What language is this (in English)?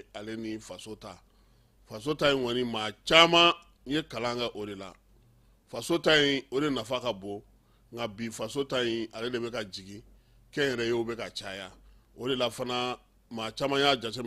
Bambara